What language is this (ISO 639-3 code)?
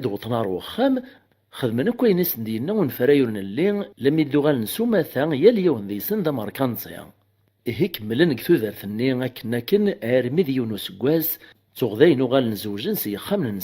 kab